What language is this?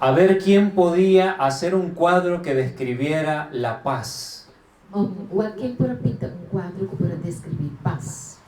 Papiamento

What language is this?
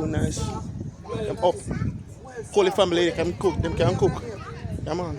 Jamaican Creole English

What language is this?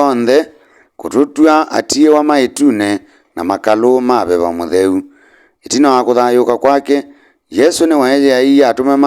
Kamba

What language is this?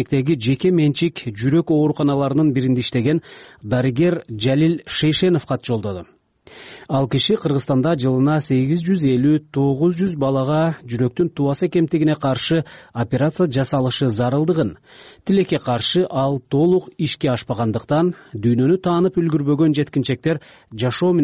Kyrgyz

